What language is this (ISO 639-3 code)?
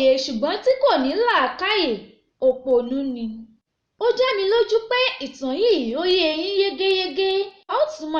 yor